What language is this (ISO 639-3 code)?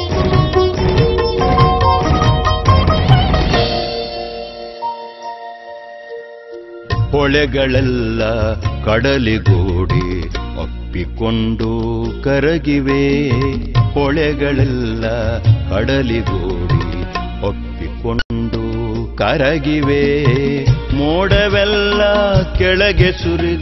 kan